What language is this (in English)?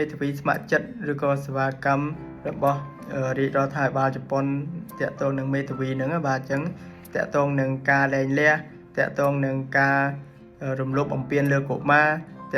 Khmer